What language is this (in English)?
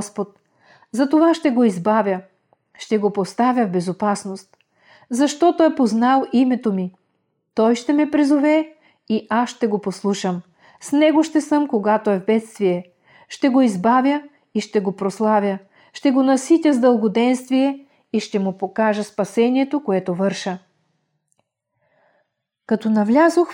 Bulgarian